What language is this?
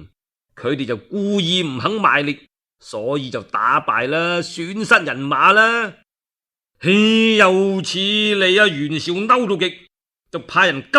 Cantonese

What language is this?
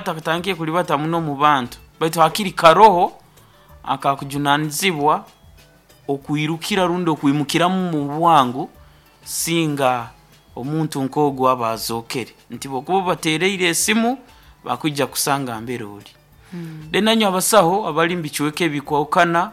Nyoro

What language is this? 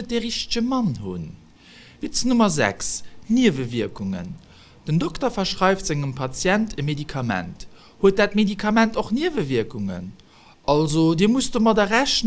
Luxembourgish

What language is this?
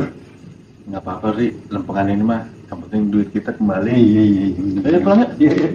Betawi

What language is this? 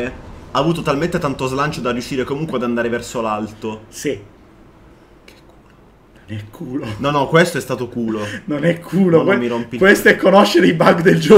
Italian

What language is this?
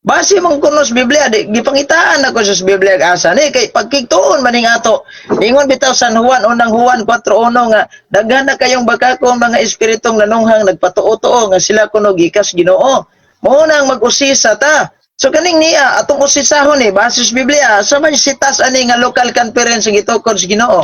Cebuano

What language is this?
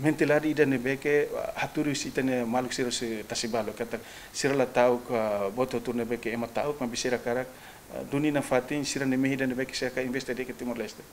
Tetum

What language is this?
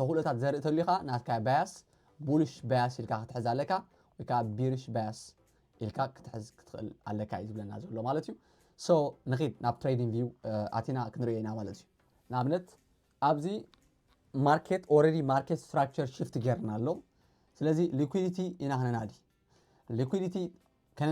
Tigrinya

